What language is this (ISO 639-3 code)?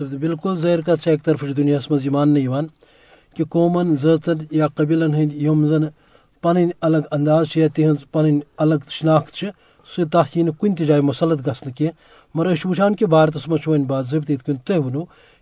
kas